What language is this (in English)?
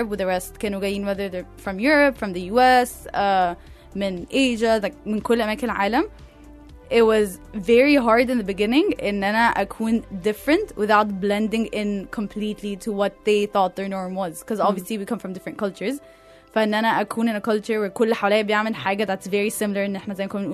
Egyptian Arabic